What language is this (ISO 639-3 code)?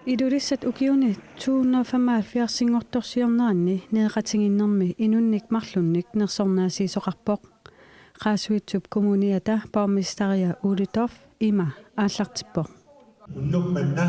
kal